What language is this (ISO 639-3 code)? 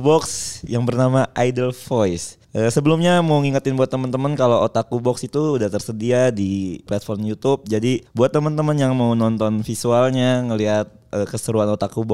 ind